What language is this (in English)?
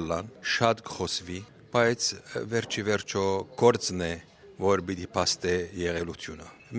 Armenian